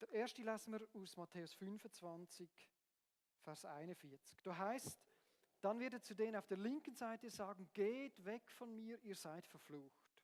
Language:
Swiss German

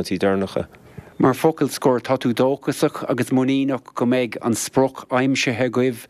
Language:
Irish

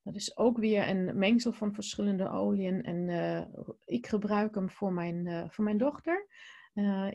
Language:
Dutch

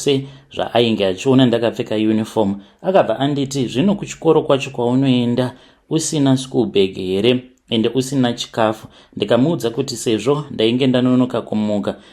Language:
Shona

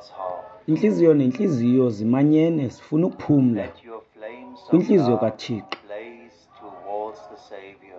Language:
Xhosa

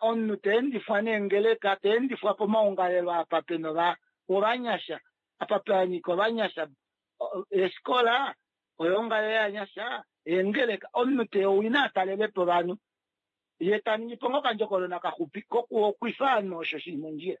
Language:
Kuanyama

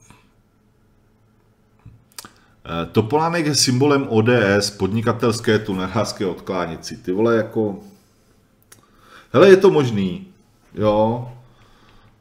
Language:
Czech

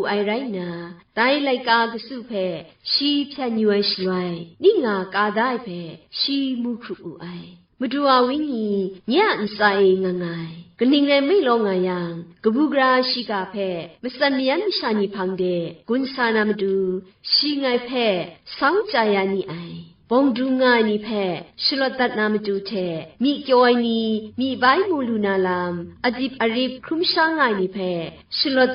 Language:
Kachin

